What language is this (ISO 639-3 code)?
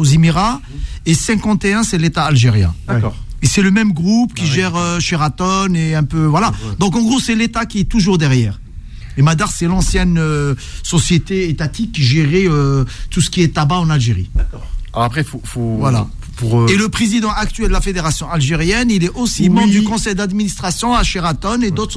fra